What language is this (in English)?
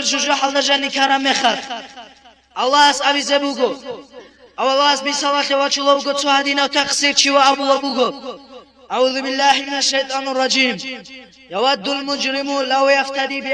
Avaric